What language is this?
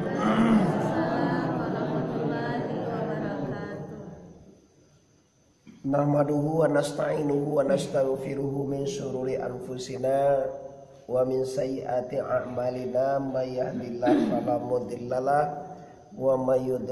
Minangkabau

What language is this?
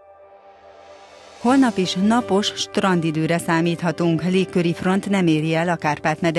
Hungarian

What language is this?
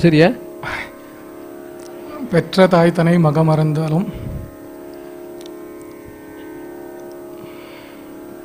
Tamil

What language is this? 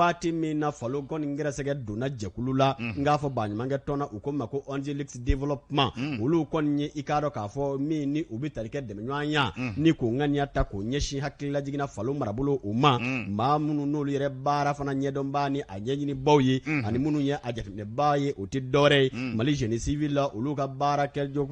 Bambara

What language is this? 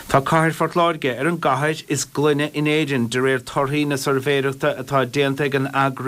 Irish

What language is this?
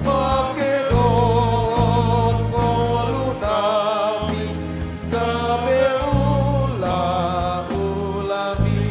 Batak Toba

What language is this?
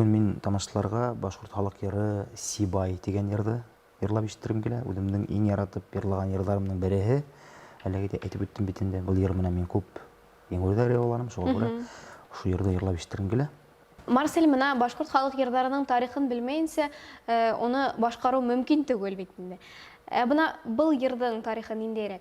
Bashkir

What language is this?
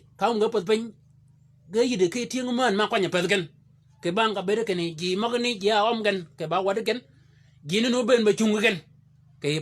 Shilluk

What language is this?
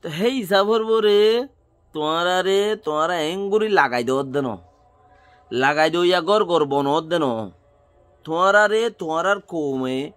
Rohingya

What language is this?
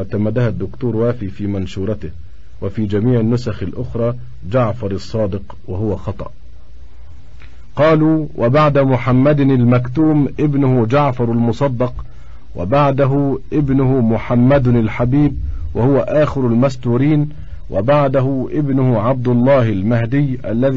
Arabic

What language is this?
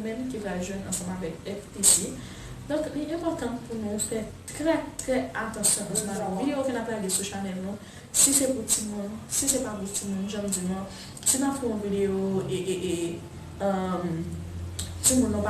Haitian Creole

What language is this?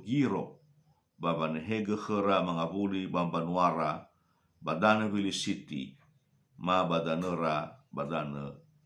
Nias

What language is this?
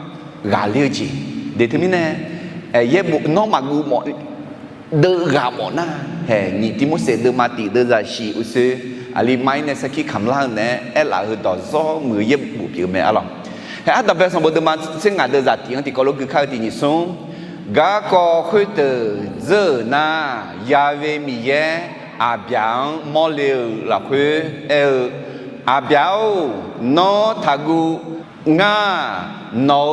Akha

